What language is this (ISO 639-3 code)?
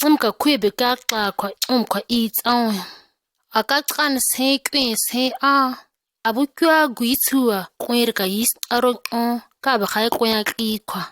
gnk